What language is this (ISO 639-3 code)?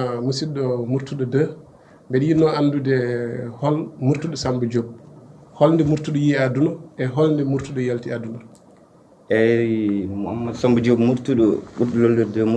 ful